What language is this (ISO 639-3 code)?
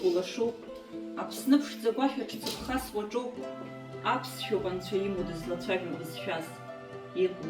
abk